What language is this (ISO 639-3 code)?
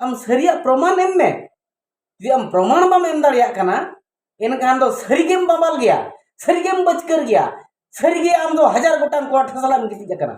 sat